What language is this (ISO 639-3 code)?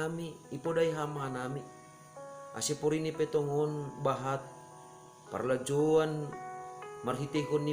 bts